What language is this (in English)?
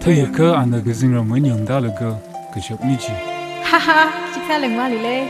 Tangkhul Naga (India)